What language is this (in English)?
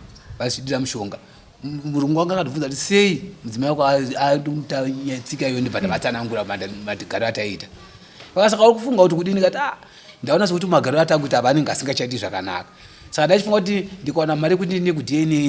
Shona